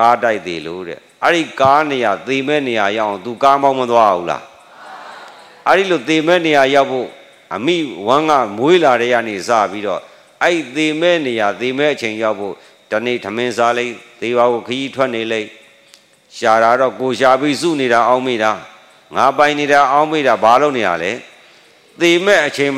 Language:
Burmese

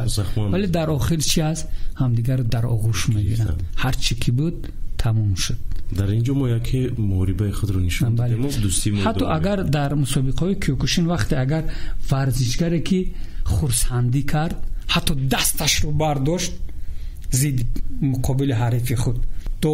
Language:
Tajik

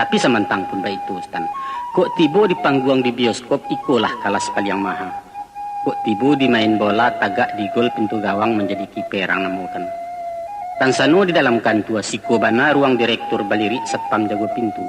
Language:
Minangkabau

